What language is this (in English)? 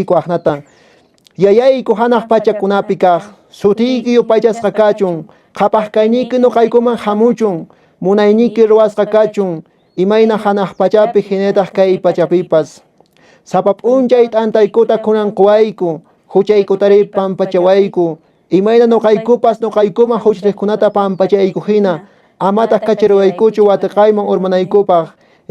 Quechua